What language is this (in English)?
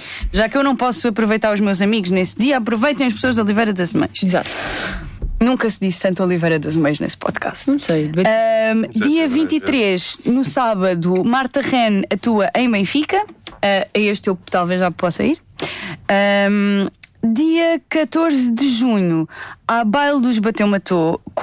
Portuguese